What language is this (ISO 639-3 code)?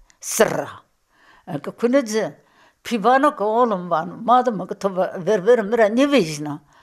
zza